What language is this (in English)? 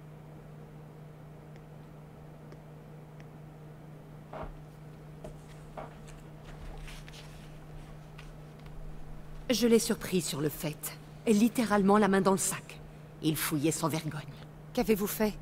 French